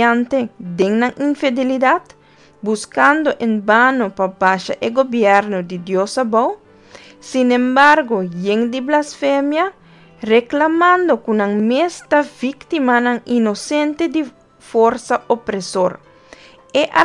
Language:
Papiamento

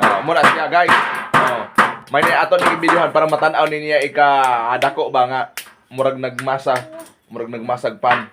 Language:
Cebuano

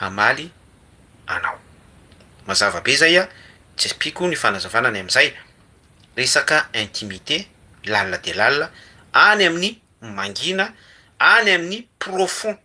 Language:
Malagasy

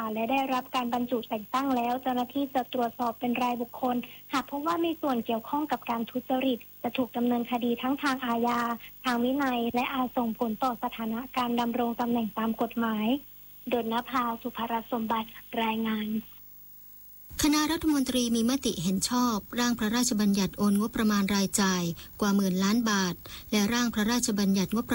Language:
Thai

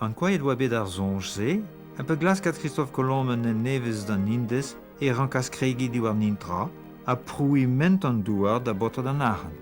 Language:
Breton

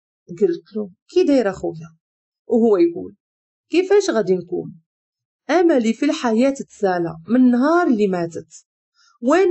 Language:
Moroccan Arabic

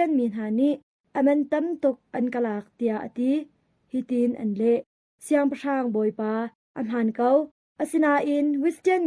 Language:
Hakha Chin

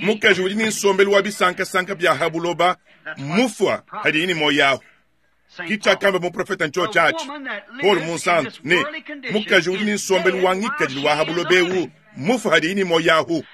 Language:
Luba-Lulua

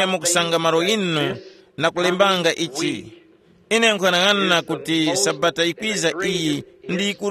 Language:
Tumbuka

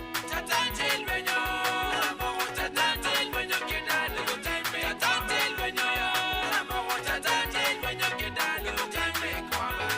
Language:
Acoli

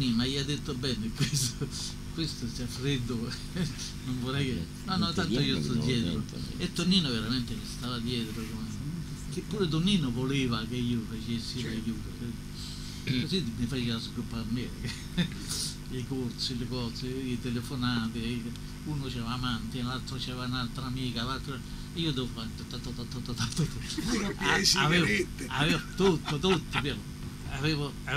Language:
Italian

